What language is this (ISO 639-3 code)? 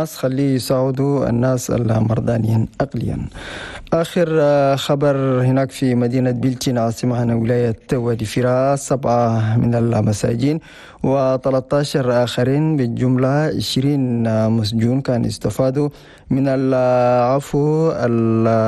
shu